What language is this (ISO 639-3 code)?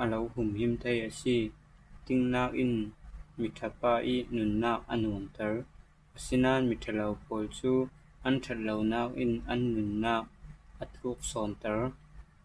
cfm